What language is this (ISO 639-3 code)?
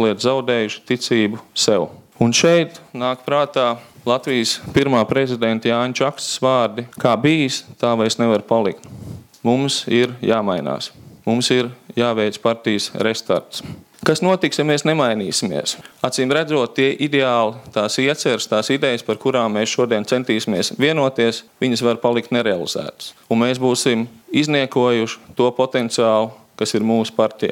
lav